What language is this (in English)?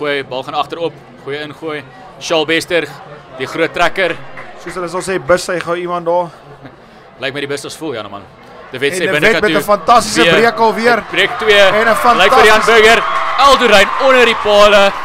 Afrikaans